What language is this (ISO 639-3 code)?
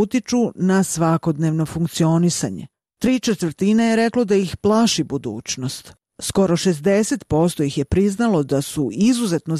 srp